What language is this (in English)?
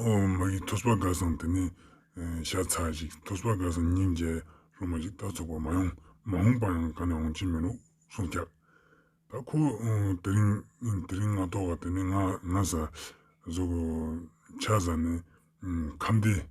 Ladakhi